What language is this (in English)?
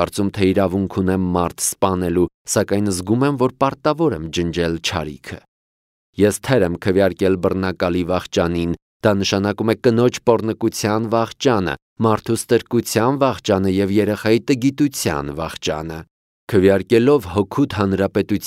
Armenian